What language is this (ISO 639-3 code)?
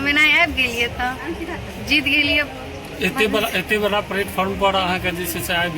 mai